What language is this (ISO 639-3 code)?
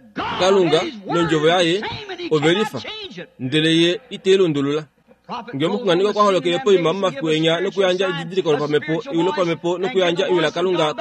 kua